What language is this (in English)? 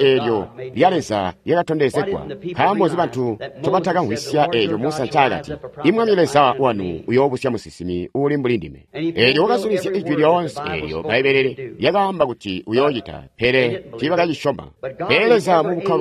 Tonga (Zambia)